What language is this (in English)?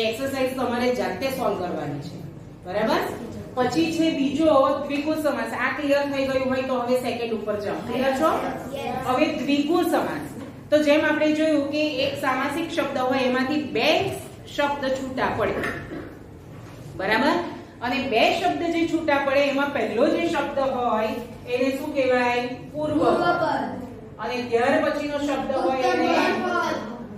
Gujarati